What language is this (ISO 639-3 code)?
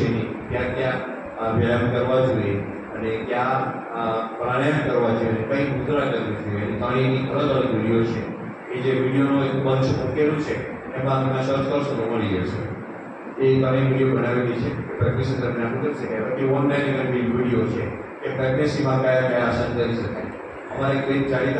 guj